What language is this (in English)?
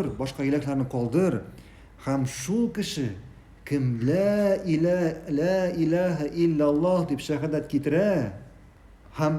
Tatar